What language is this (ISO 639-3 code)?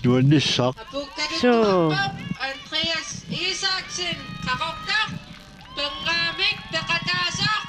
kal